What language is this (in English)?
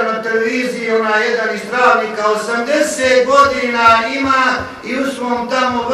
Bosnian